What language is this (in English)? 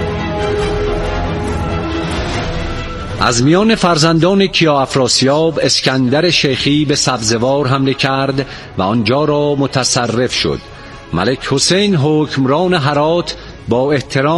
Persian